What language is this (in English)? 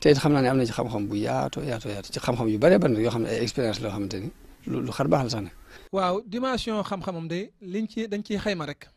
Wolof